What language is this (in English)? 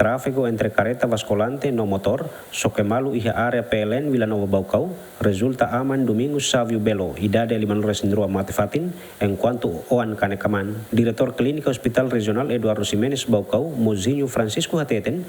Tetum